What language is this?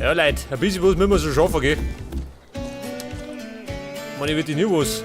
Bavarian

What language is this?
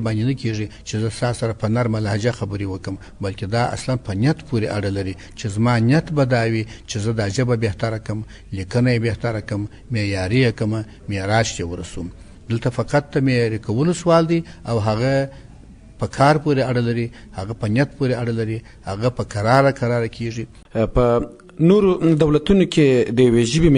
Pashto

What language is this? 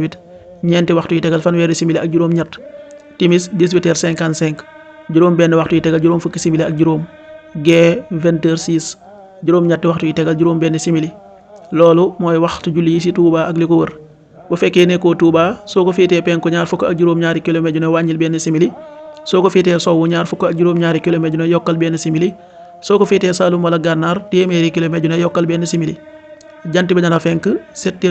Wolof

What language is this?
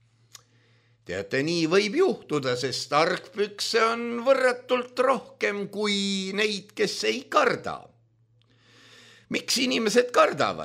Estonian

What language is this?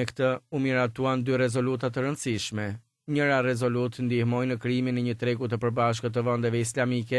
Albanian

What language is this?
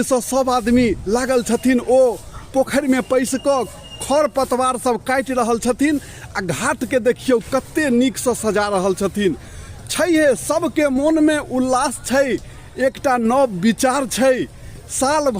Maithili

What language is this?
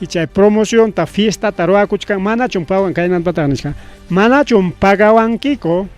Ayacucho Quechua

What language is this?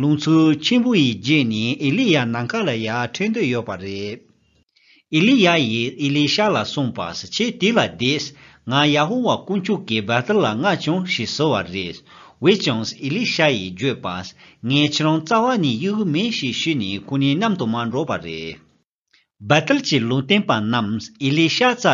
Tibetan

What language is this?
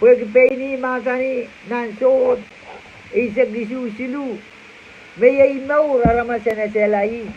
Pohnpeian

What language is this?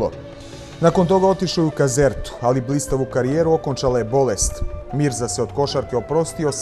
Bosnian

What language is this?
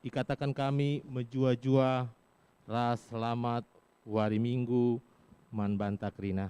Batak Karo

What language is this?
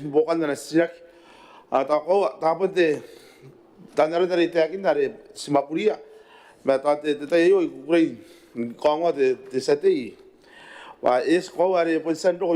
Gilbertese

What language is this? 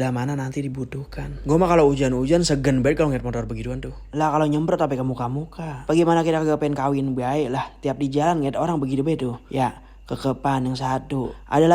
Betawi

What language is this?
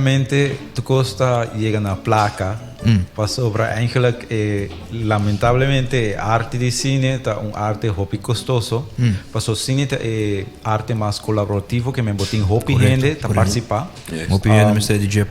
Papiamento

